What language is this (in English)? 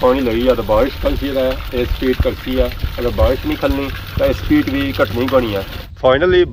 Pahari-Potwari